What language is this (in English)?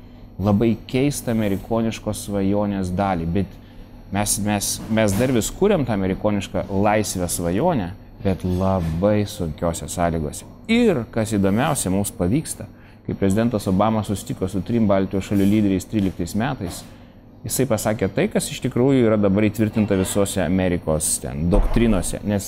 Lithuanian